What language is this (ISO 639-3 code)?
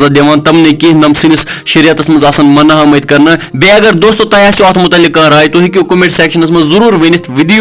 kas